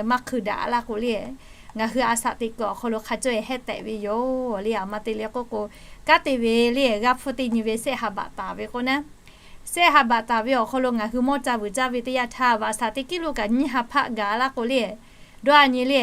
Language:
Lahu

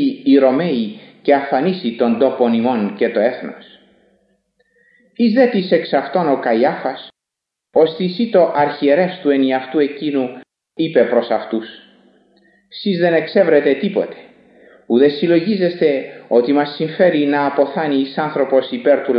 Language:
Greek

